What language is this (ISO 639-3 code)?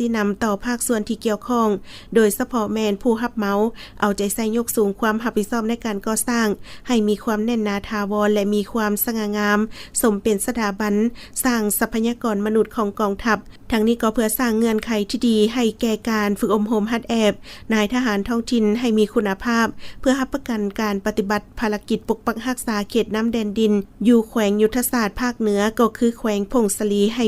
lao